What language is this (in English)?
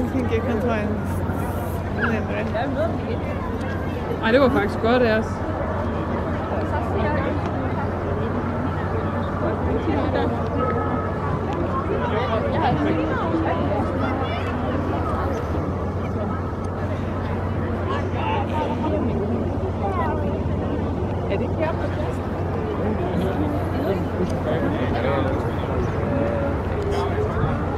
French